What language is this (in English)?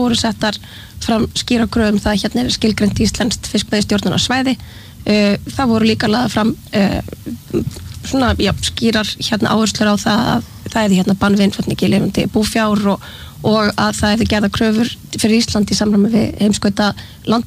Icelandic